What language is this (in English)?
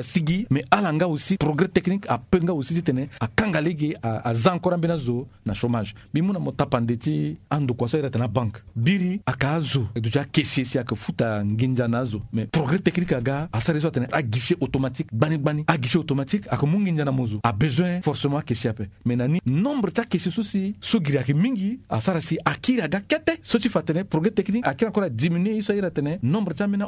Sango